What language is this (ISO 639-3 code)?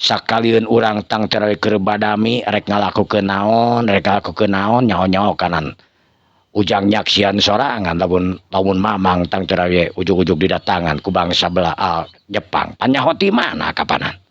sun